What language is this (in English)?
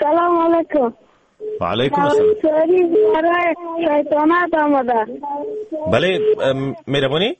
Persian